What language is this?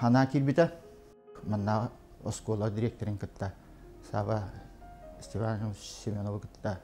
Yakut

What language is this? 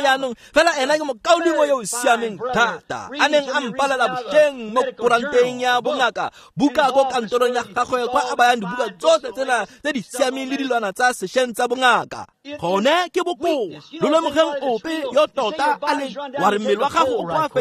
Tswana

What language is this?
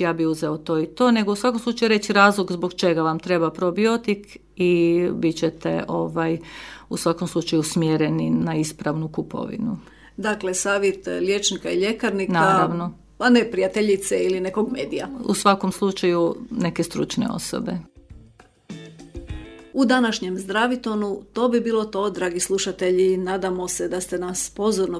Croatian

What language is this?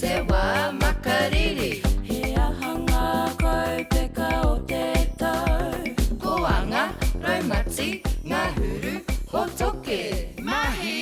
Māori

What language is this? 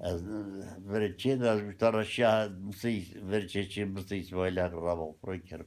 Zaza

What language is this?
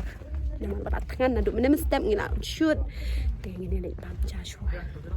Khasi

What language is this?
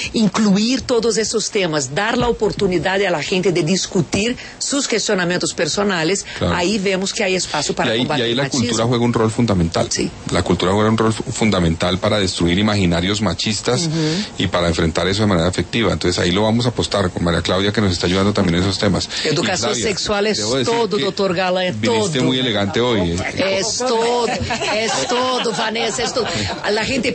Spanish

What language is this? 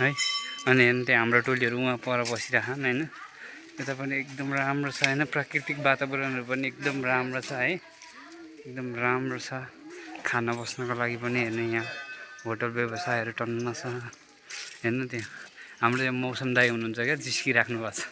Nepali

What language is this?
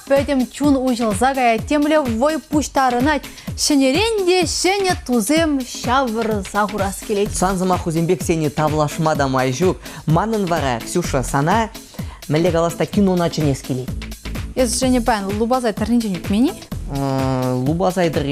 Chuvash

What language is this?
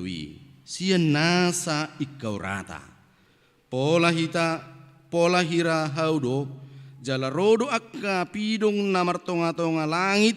Batak Toba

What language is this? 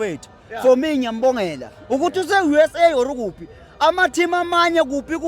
Zulu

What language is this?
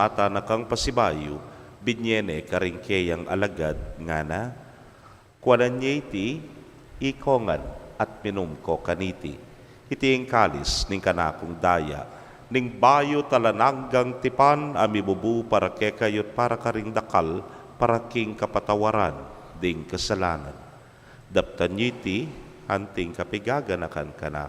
Pampanga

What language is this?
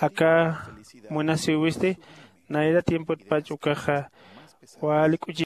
Aymara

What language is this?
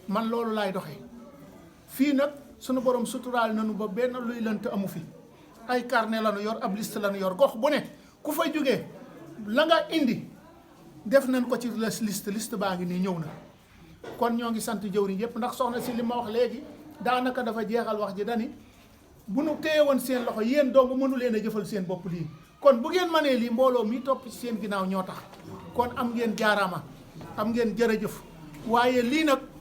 Wolof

